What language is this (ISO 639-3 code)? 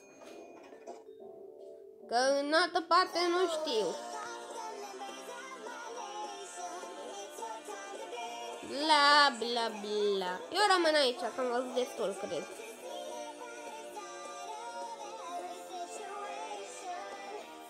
ron